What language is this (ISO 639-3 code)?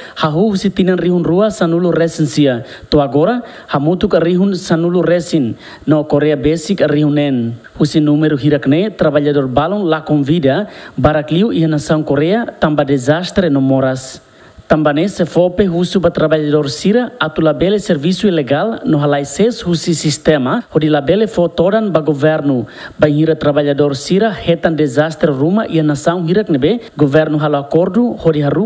tet